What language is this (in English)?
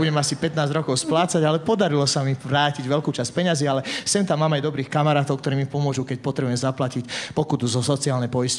Slovak